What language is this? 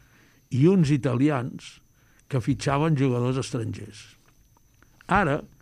Catalan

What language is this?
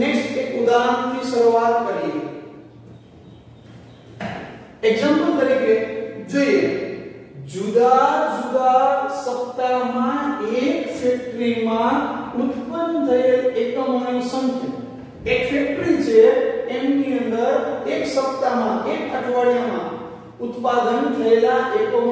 Gujarati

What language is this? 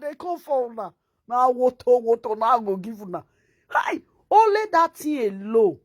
Nigerian Pidgin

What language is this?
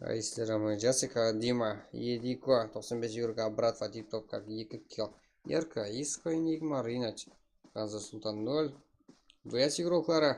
Kara-Kalpak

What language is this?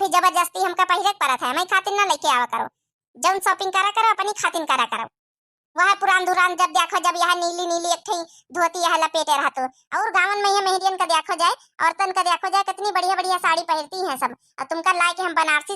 Awadhi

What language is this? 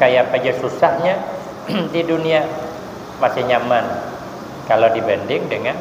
Banjar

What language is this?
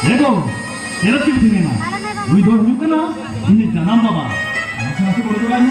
Santali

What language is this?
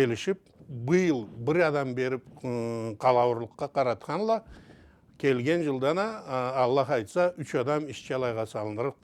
Karachay-Balkar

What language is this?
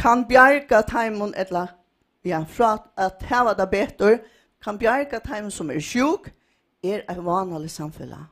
Faroese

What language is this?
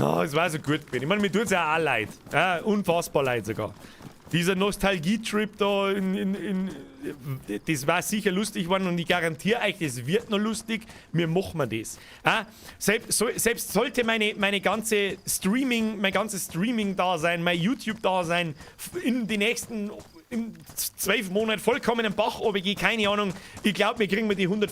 Bavarian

